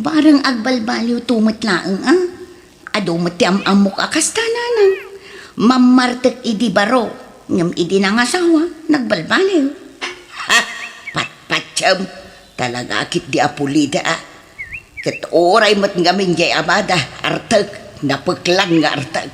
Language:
Iloko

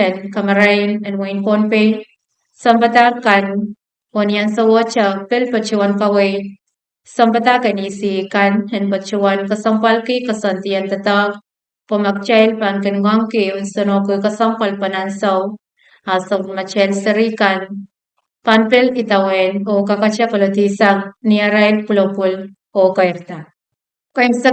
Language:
Pohnpeian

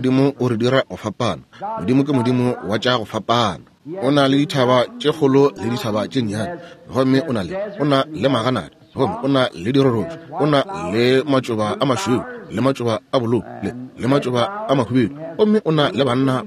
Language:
Northern Sotho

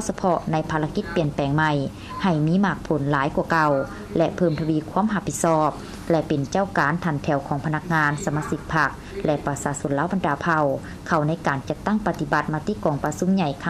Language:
Lao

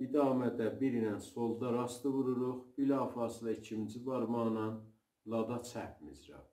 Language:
South Azerbaijani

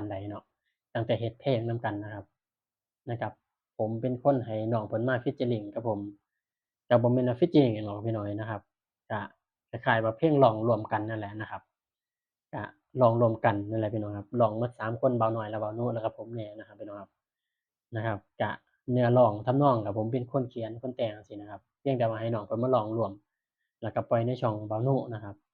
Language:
Northeastern Thai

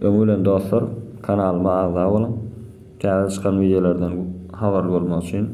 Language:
Turkmen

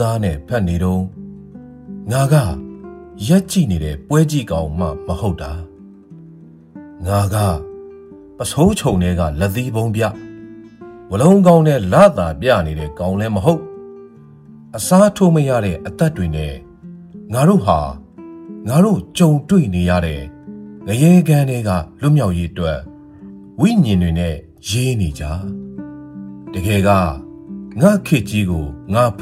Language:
Burmese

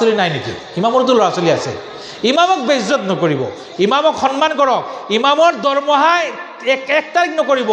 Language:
Assamese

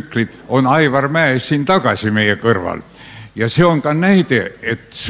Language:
Estonian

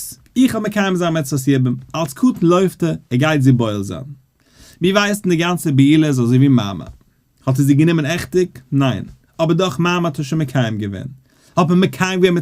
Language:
Yiddish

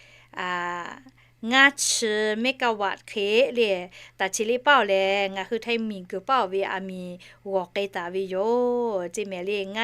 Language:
Lahu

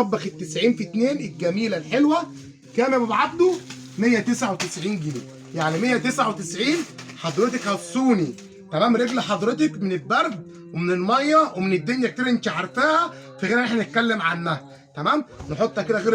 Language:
Egyptian Arabic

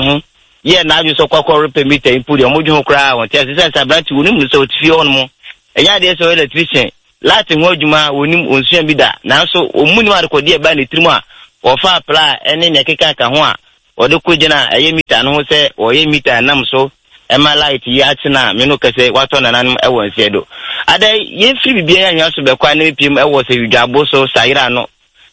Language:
Akan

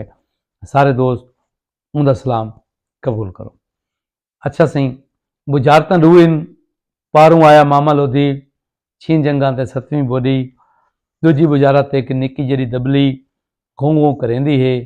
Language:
Saraiki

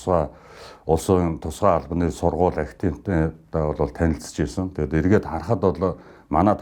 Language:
Mongolian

